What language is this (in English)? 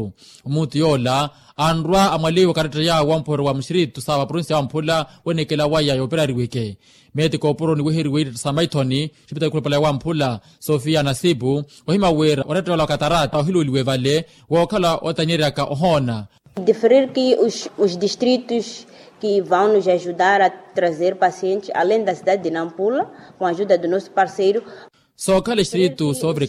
Makhuwa